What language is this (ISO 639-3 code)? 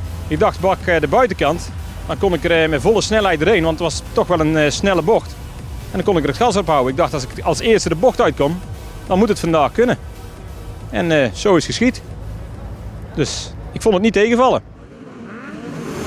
nld